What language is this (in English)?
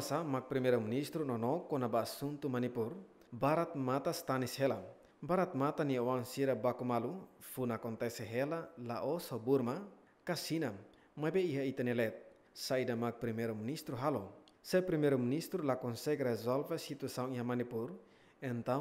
Tetum